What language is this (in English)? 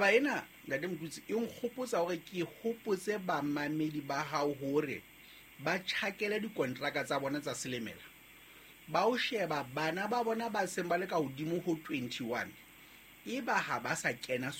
Southern Sotho